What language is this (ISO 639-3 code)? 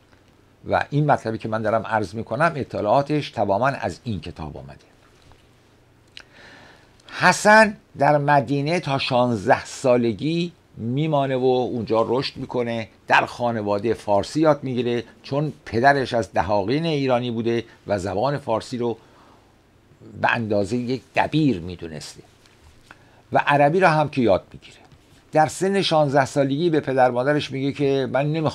fas